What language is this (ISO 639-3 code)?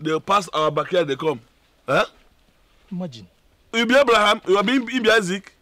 pcm